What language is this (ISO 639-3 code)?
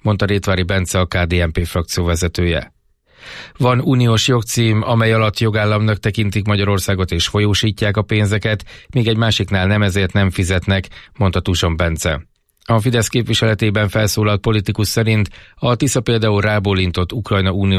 hun